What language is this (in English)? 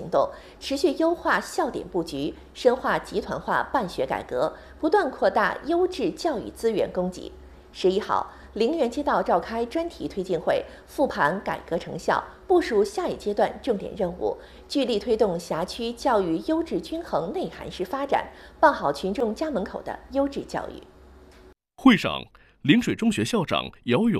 Chinese